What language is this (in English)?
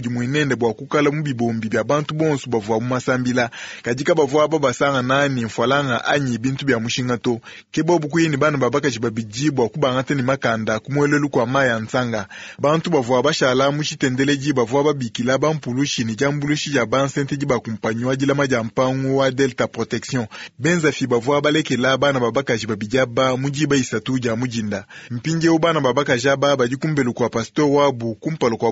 Luba-Lulua